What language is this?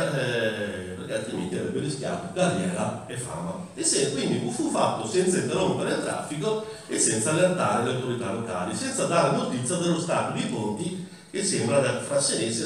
Italian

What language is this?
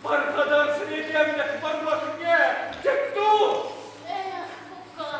Chuvash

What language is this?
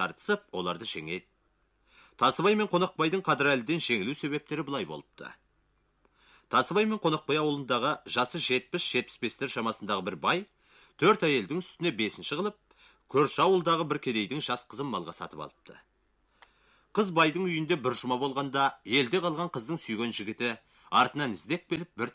Kazakh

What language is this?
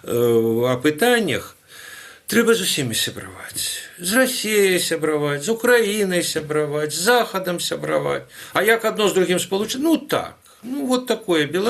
Belarusian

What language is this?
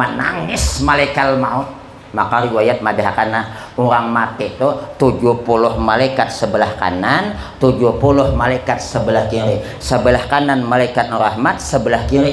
Banjar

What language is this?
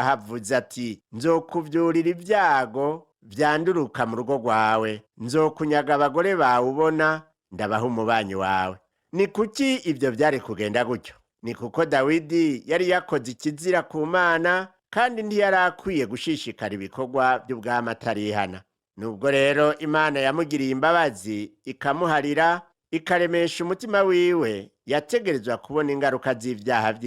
Rundi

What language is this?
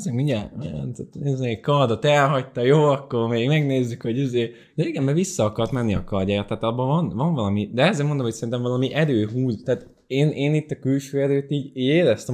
Hungarian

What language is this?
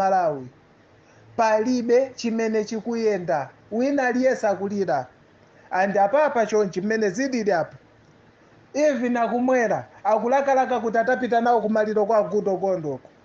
Nyanja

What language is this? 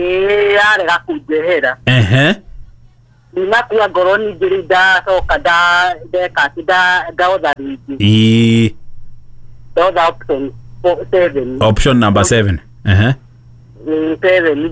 Kikuyu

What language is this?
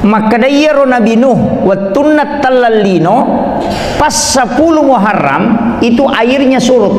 Buginese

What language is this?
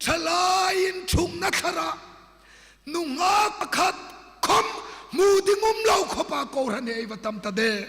Hmar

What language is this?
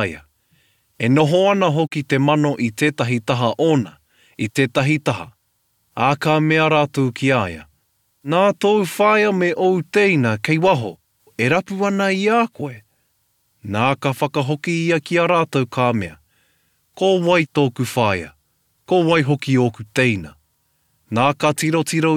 Māori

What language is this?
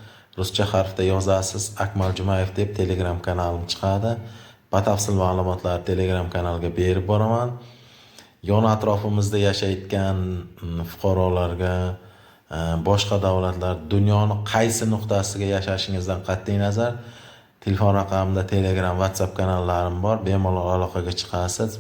Uzbek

